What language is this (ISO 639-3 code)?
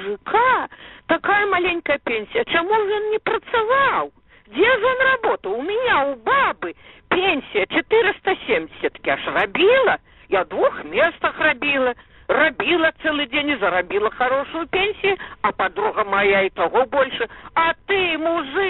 bel